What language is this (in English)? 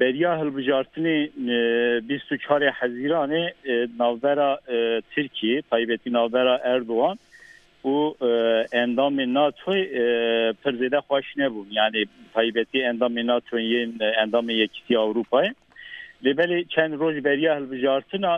Kurdish